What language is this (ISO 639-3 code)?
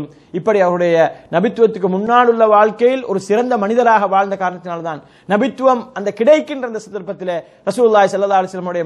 tam